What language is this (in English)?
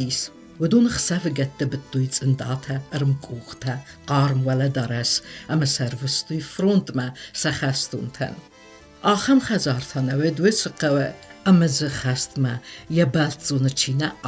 Ossetic